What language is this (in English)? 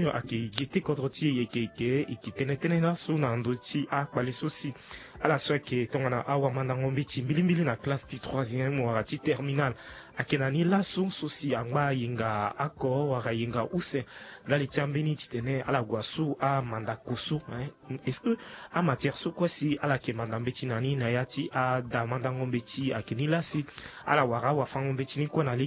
Sango